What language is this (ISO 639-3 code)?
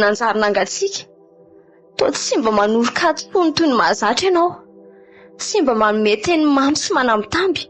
mlg